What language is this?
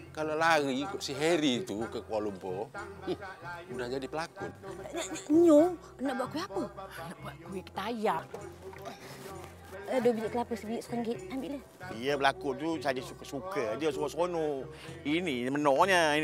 Malay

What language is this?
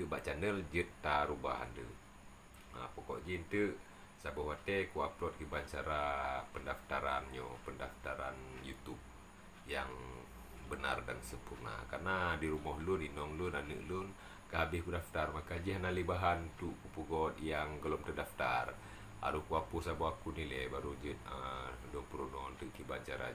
Achinese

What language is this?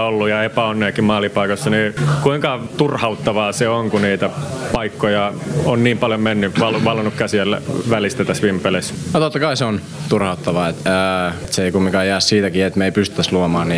Finnish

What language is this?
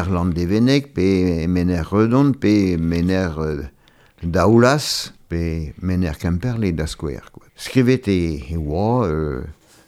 Breton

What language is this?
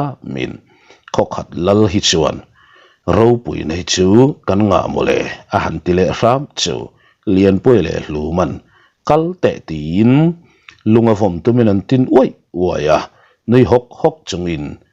Mizo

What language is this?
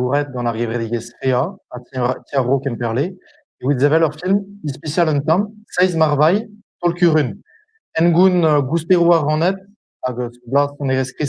Breton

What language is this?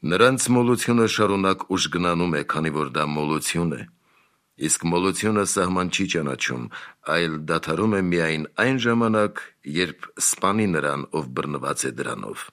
Armenian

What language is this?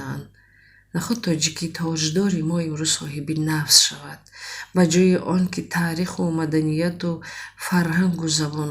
Tajik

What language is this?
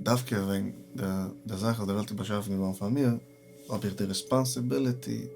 Yiddish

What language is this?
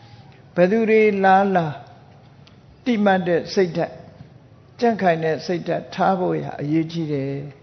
Burmese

